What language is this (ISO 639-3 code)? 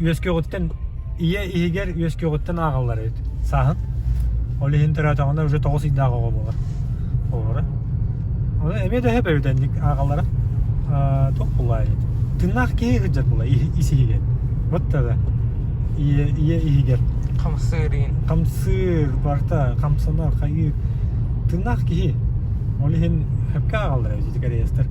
sah